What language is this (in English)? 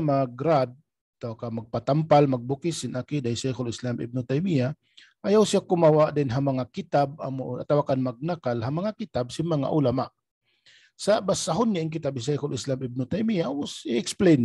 Tausug